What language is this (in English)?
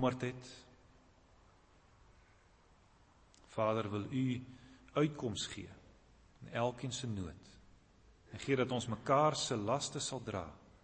Afrikaans